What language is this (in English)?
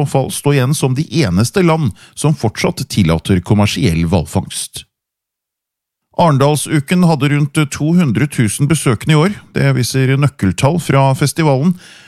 Norwegian